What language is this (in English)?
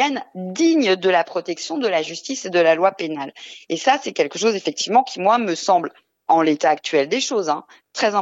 French